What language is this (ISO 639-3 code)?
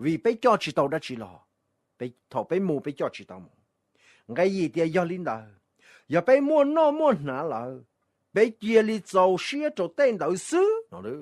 hmn